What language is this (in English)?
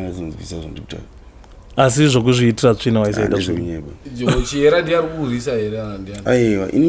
Shona